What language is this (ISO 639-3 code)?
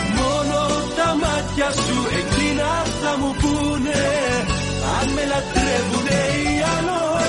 ell